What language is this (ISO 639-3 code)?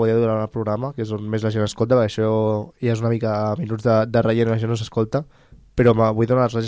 cat